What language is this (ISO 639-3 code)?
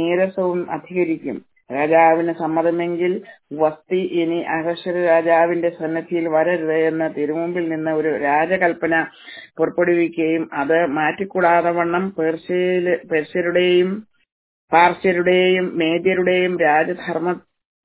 mal